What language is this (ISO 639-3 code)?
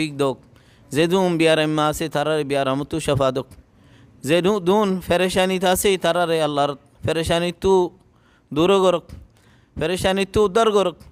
rhg